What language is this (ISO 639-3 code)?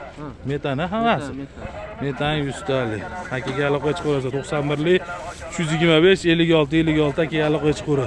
uzb